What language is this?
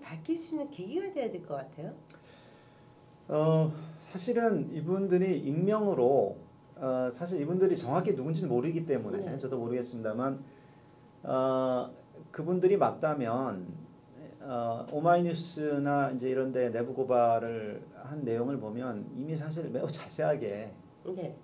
Korean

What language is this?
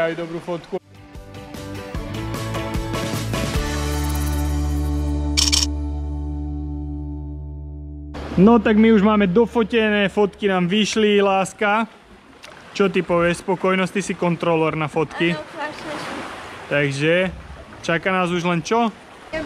Slovak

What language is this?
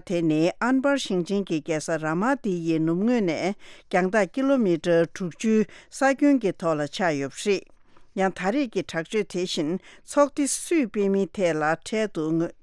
Tibetan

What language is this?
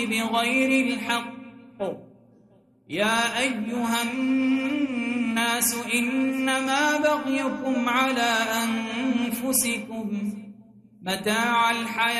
Arabic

